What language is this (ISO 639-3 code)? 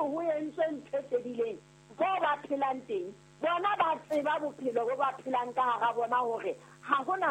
sot